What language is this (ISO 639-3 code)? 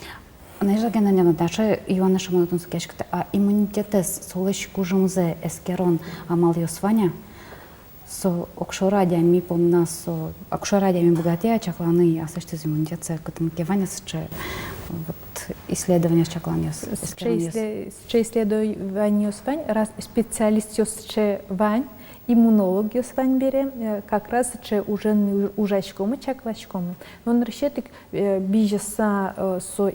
udm